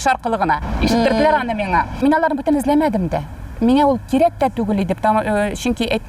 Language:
Tatar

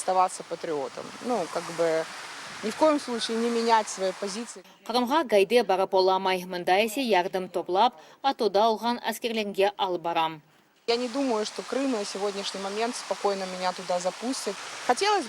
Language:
Crimean Tatar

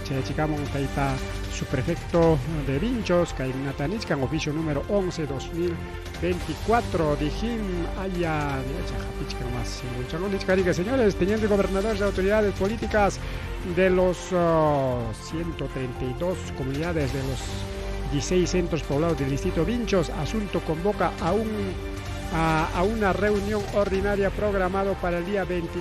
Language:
Ayacucho Quechua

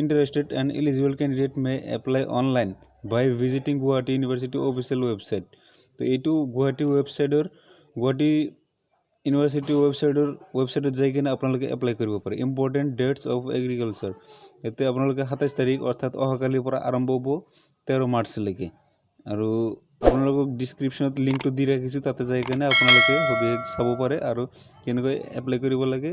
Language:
Assamese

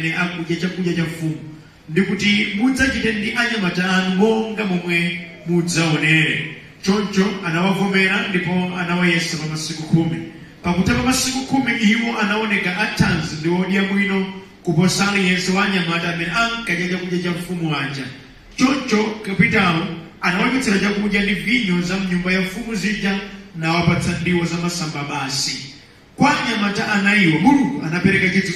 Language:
Nyanja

